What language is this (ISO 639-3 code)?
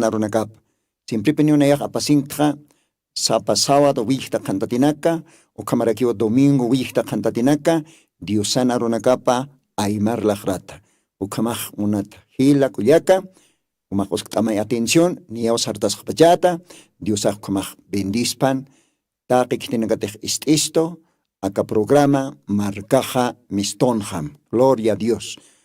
aym